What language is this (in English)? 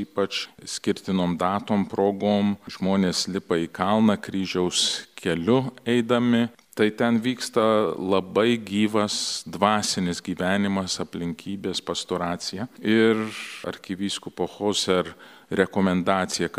Lithuanian